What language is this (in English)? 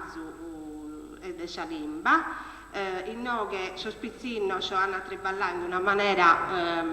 Sardinian